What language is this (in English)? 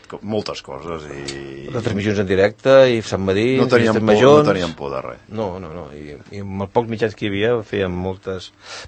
Catalan